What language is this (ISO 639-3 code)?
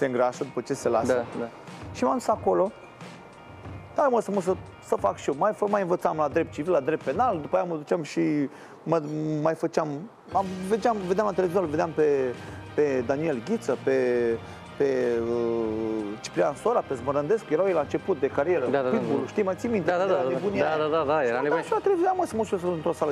ron